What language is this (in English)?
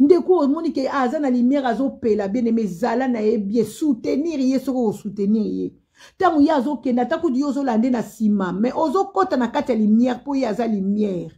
Lingala